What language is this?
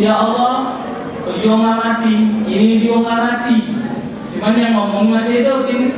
Musi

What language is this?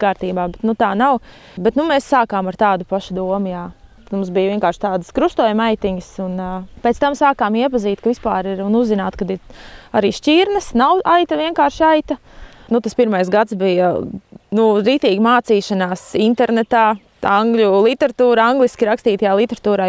Latvian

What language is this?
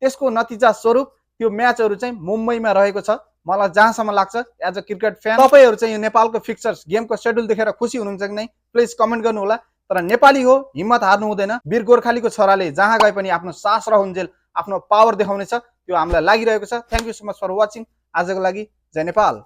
Nepali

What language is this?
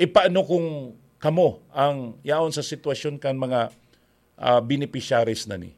Bikol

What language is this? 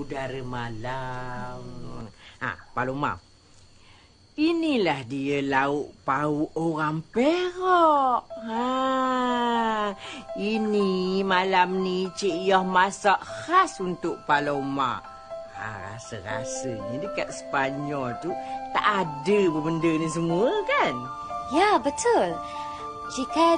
Malay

